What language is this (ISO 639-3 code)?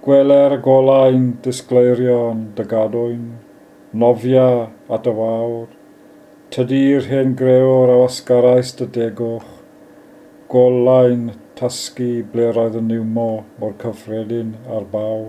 cym